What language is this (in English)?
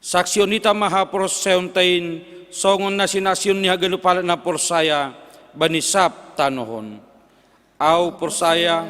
Batak Simalungun